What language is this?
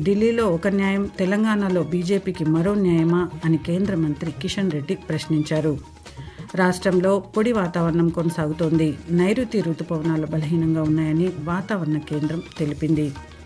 Telugu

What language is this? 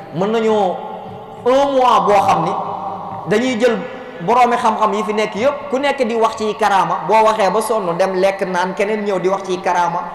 Wolof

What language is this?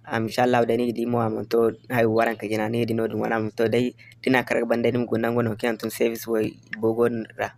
Zarma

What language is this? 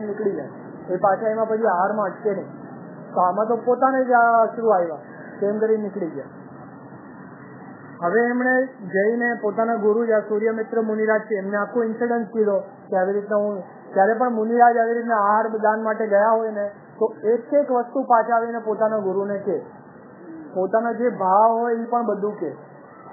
Gujarati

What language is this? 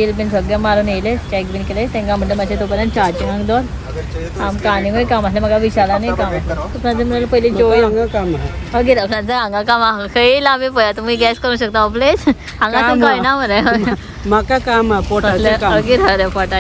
Konkani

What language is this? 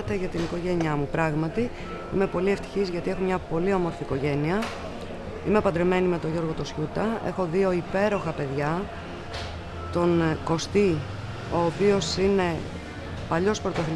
Greek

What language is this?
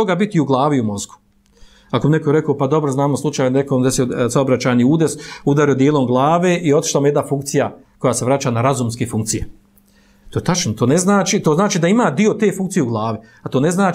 Bosnian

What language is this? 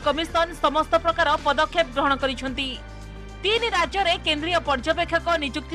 Odia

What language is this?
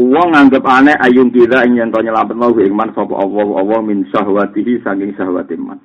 Javanese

